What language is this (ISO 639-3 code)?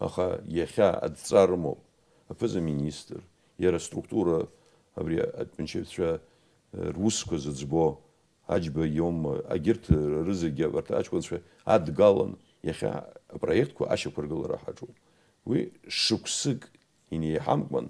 abk